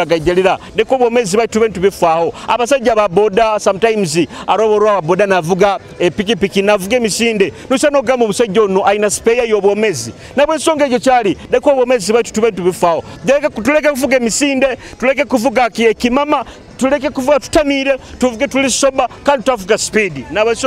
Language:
Nyoro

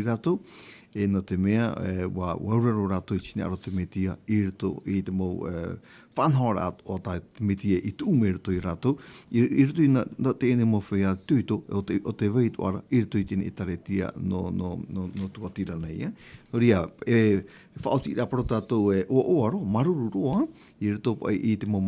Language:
Tahitian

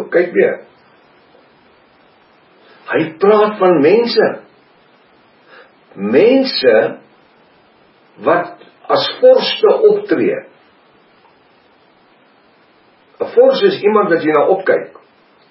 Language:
Afrikaans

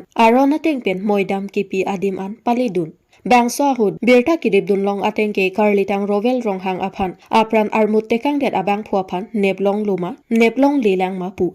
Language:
Karbi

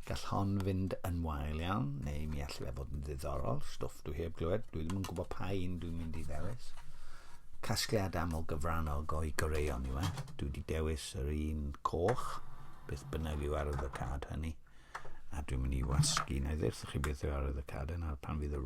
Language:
Welsh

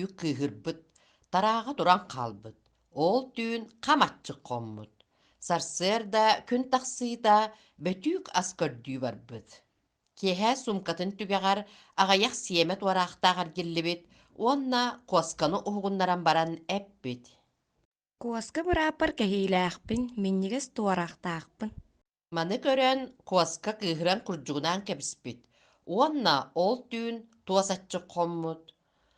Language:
Yakut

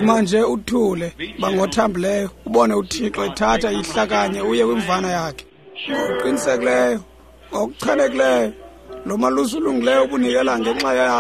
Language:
Xhosa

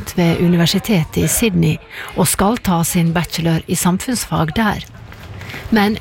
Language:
Norwegian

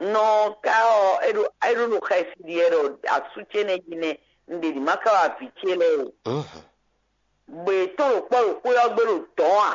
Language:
Fon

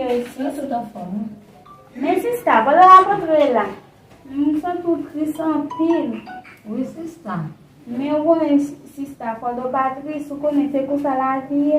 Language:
Haitian Creole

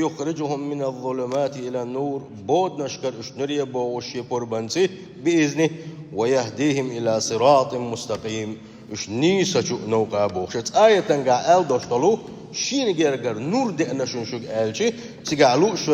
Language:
Chechen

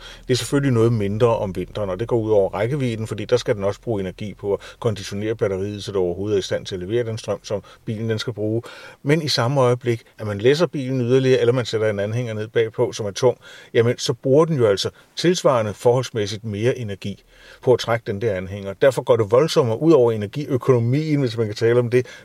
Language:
Danish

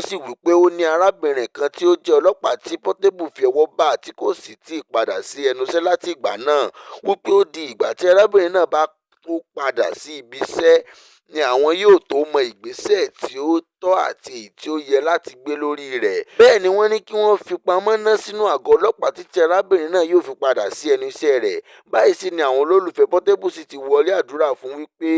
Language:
Yoruba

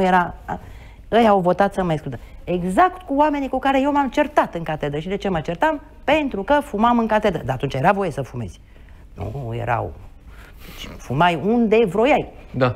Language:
Romanian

